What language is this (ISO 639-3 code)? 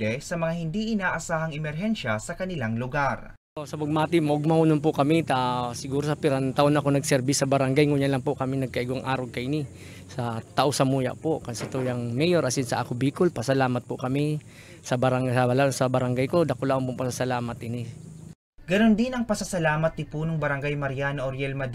bik